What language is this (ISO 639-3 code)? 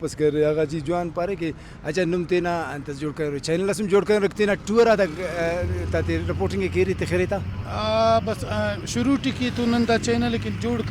brh